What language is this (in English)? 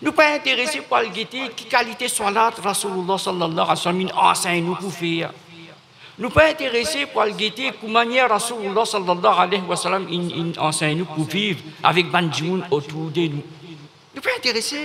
Morisyen